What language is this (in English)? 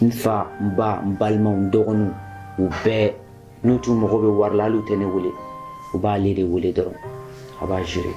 Bambara